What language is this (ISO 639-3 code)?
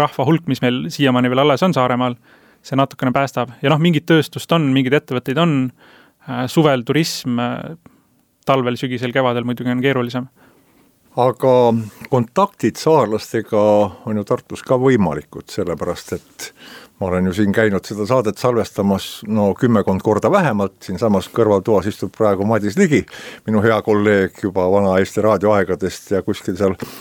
est